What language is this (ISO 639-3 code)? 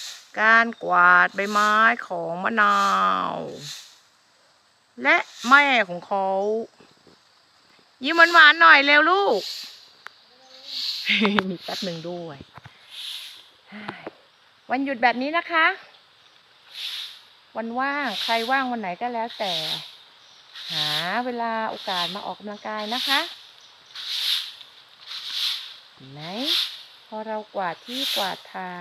tha